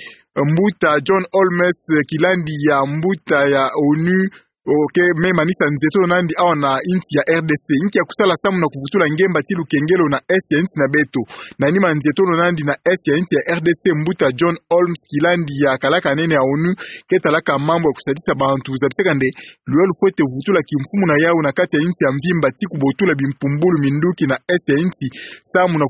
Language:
Kituba (Democratic Republic of Congo)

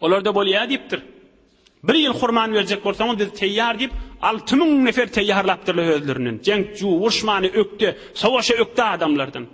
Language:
Turkmen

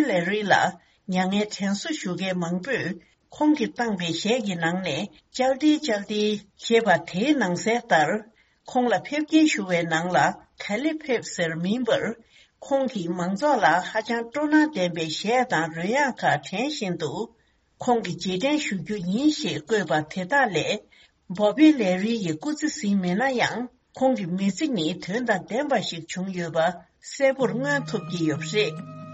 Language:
Tibetan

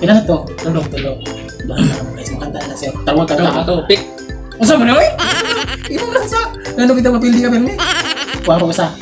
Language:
Cebuano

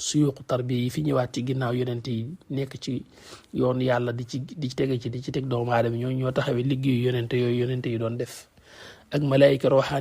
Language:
Wolof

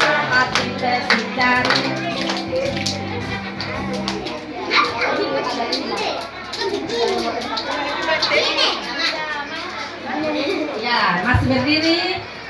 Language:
Indonesian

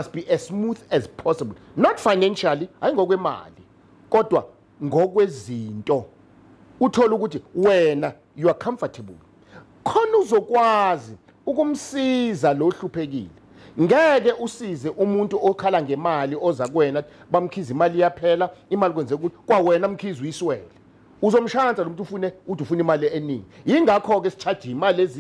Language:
Zulu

